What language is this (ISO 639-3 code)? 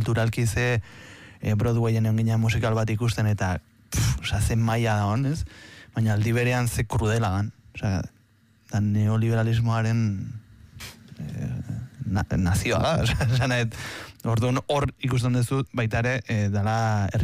eus